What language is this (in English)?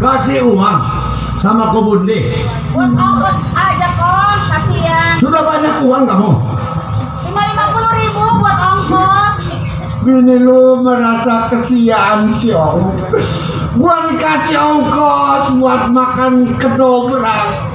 Betawi